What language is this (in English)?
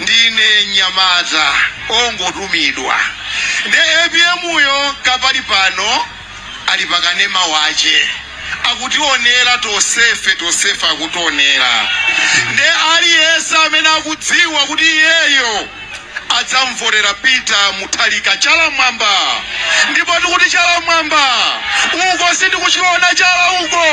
Nyanja